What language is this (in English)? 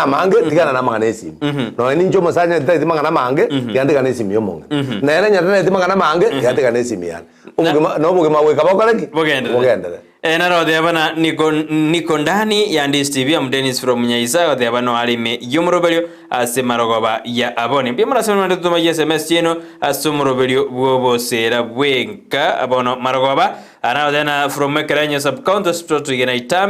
Gusii